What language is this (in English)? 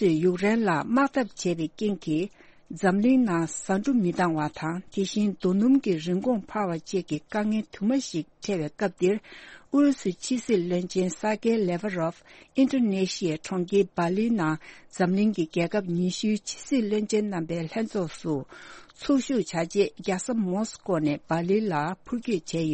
Tibetan